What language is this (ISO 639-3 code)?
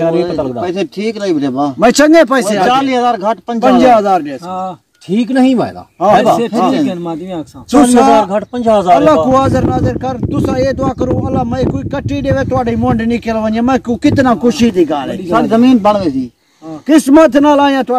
skr